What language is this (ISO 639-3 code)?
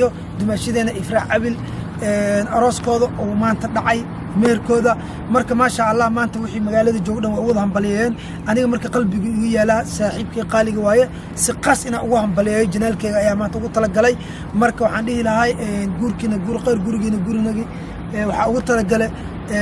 som